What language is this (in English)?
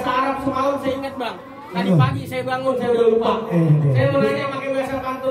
Betawi